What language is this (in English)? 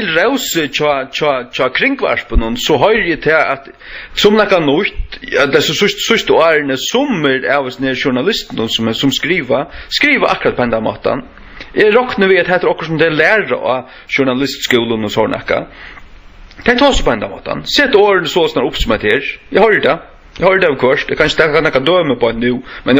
Faroese